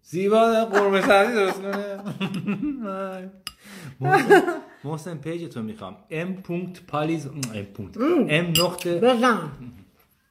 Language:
Persian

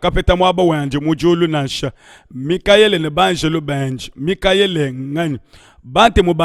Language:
Luba-Lulua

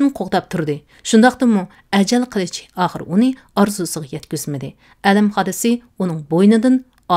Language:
Uyghur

